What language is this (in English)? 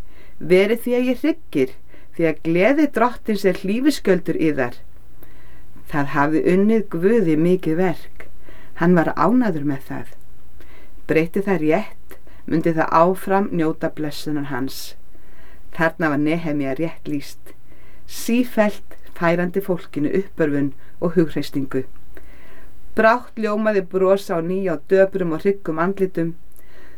Icelandic